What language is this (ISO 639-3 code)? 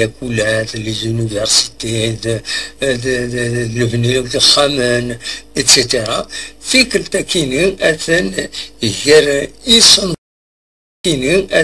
kab